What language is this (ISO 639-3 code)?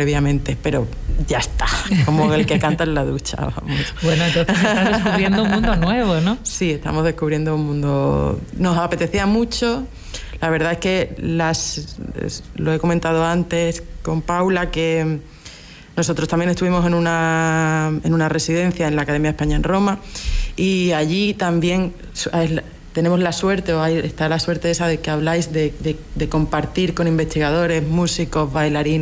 spa